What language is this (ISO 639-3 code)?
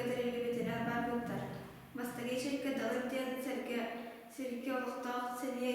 sah